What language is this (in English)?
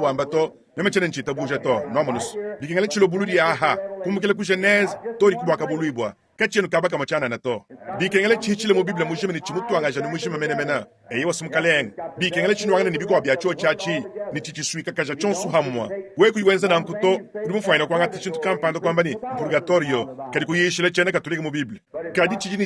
Luba-Lulua